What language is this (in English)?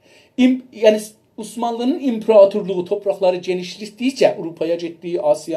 South Azerbaijani